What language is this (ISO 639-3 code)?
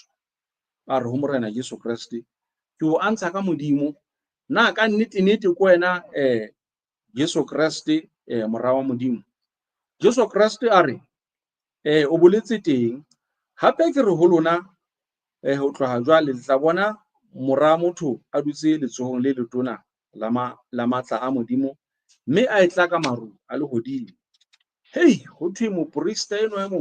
sot